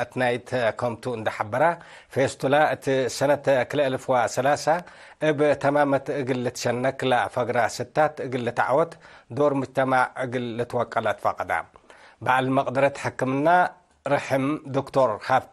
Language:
Tigre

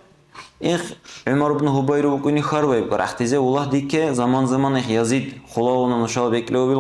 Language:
Dargwa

